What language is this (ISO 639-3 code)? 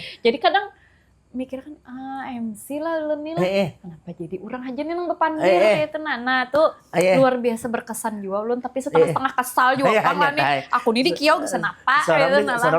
bjn